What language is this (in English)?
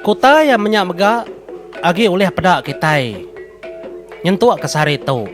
Iban